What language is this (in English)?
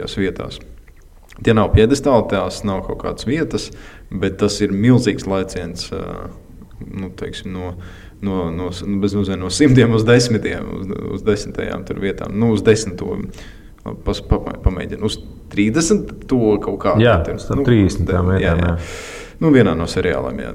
Latvian